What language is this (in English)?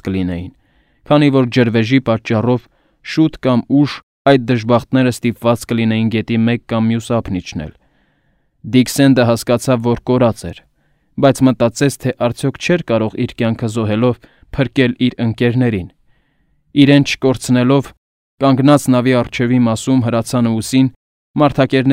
Armenian